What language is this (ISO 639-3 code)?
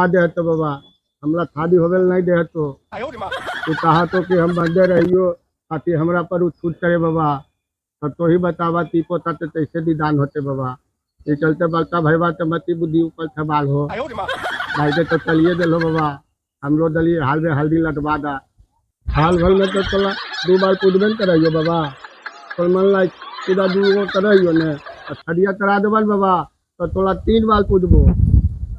mag